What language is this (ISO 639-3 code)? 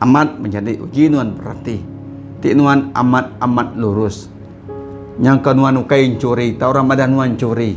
iba